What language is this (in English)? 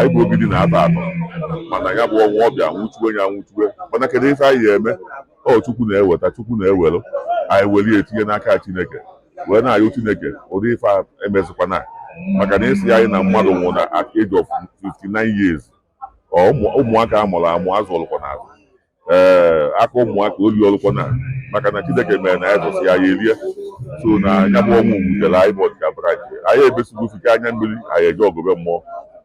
Igbo